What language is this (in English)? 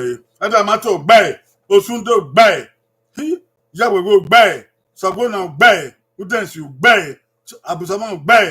Bini